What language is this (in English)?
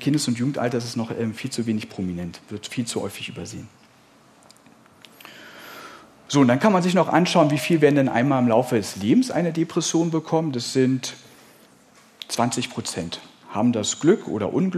German